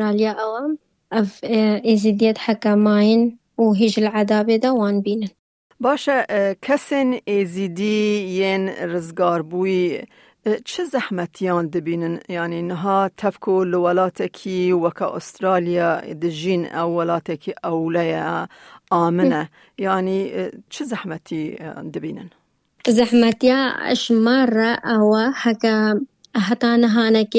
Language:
Kurdish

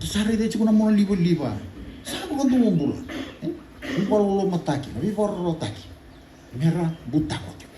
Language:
Fijian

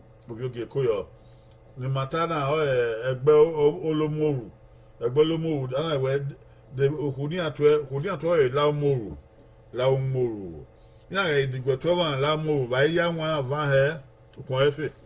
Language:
Bini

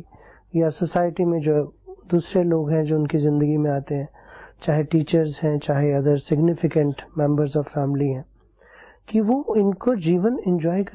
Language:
Hindi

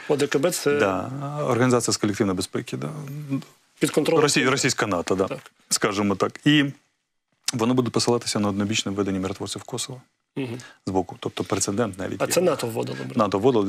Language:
Ukrainian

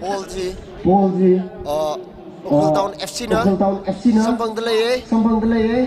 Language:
Tangkhul Naga (India)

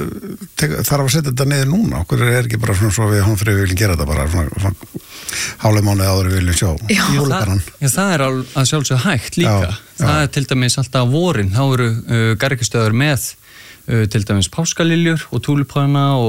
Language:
Icelandic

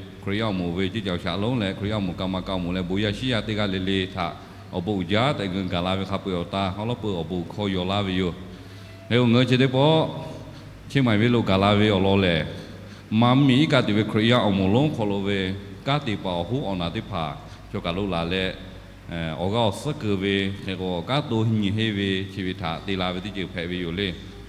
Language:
Lahu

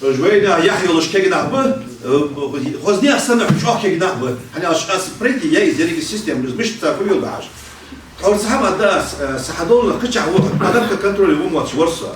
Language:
Ingush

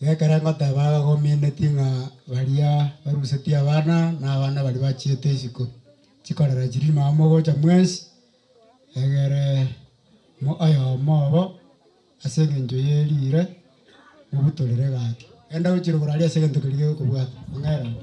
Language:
Gusii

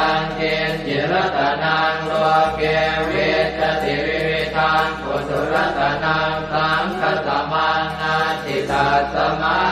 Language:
Pali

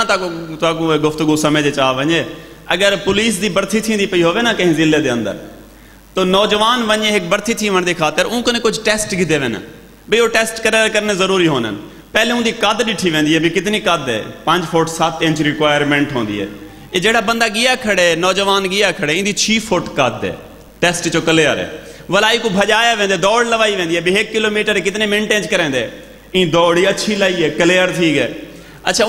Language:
Saraiki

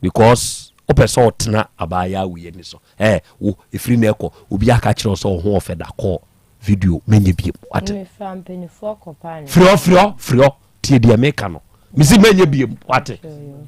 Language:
Akan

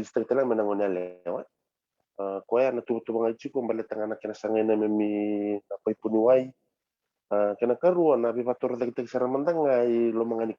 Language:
Fijian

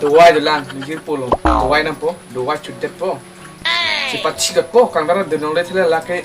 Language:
Karbi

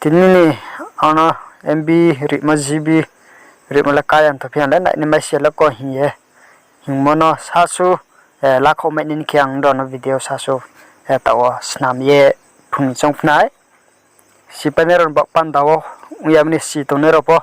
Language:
Riang (India)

